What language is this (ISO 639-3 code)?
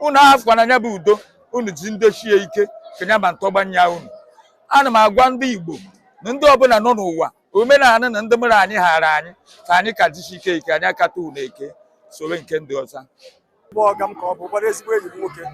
ibo